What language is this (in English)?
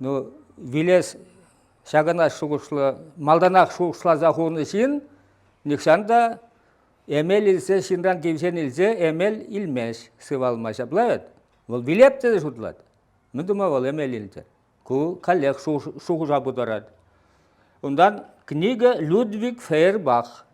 Chuvash